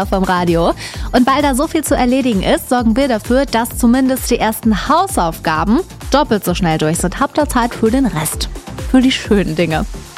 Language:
German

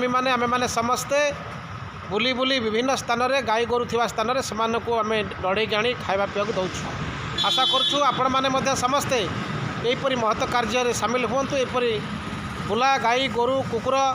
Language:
Odia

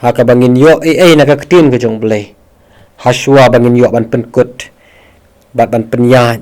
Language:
Khasi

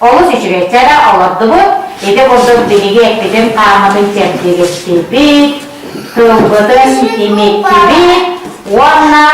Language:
Yakut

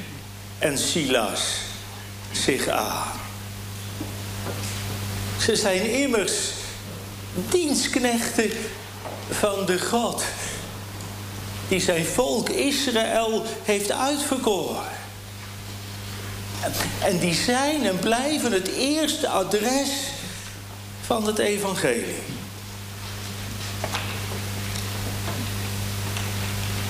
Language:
Dutch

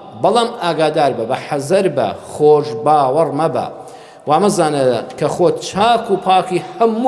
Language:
Central Kurdish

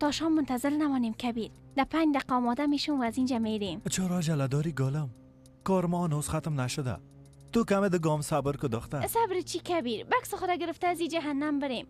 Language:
Persian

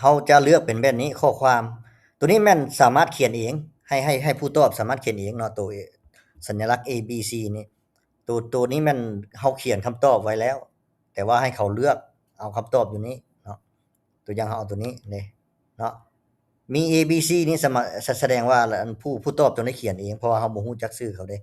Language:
Lao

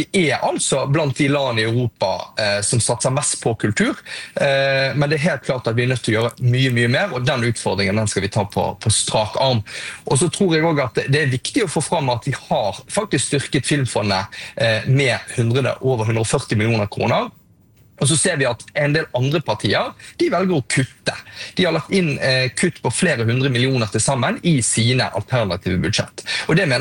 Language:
Norwegian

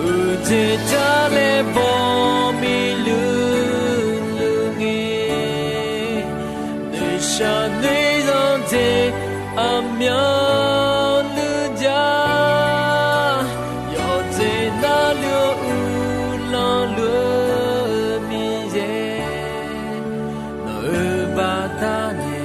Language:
Akha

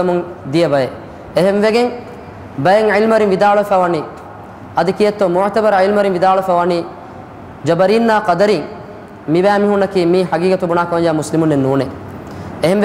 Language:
Divehi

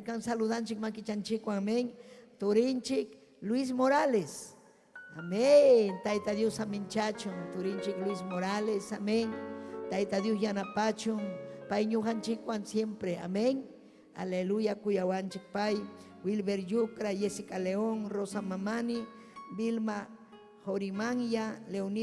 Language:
Ayacucho Quechua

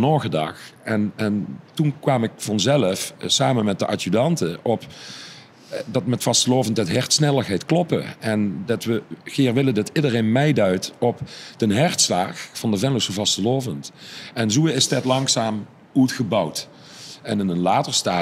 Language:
Limburgish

